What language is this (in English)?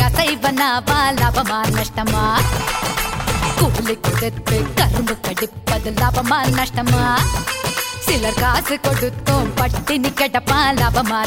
Tamil